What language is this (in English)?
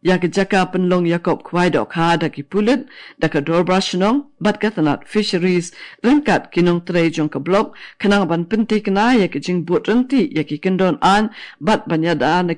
Khasi